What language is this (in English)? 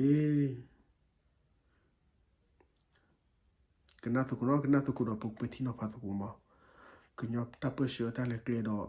S'gaw Karen